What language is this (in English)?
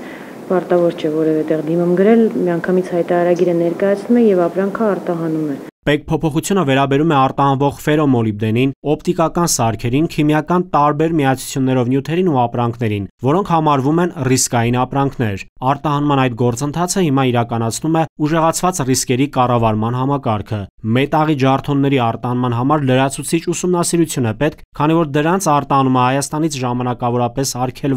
Armenian